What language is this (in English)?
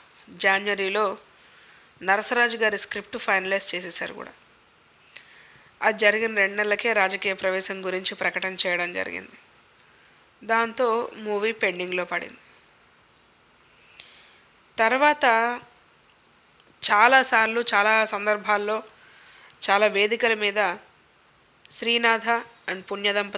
Telugu